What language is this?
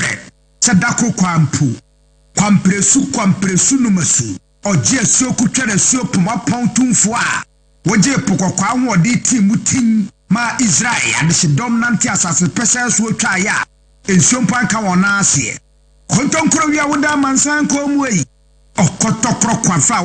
Akan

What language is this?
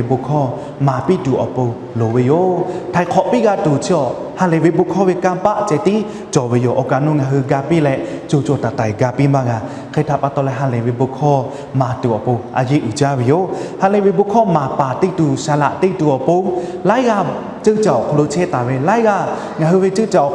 Lahu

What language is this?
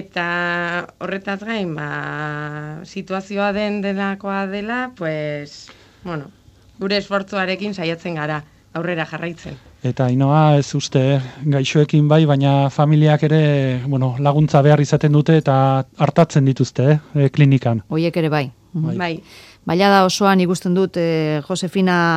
Basque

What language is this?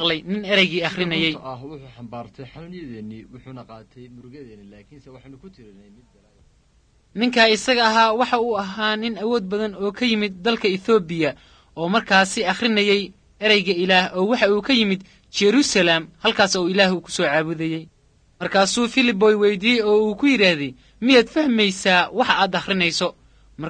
Somali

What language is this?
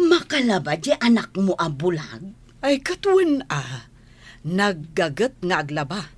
Iloko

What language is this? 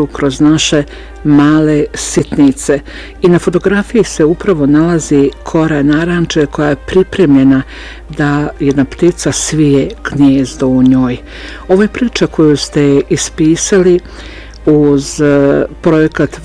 Bosnian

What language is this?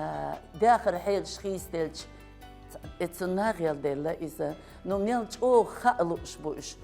Chechen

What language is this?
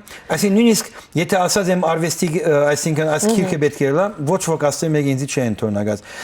Western Armenian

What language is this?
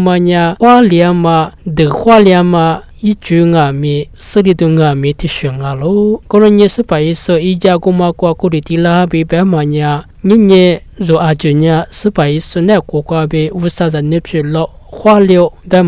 Lisu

